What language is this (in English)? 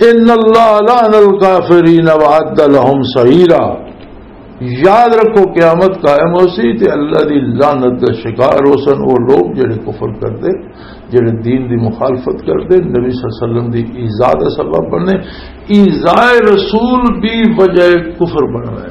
Western Panjabi